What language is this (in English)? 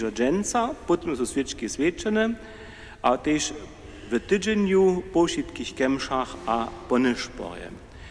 Upper Sorbian